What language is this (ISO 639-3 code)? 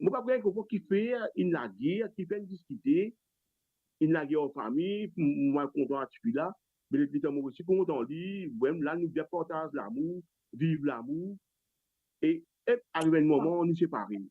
mfe